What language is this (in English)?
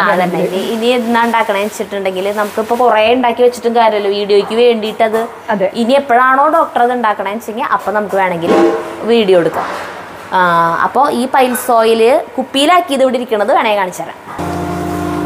Malayalam